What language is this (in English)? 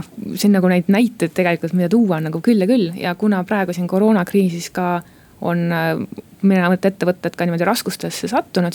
Estonian